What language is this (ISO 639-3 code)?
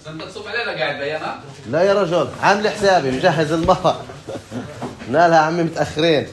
apc